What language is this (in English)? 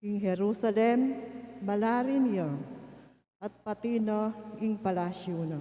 Pampanga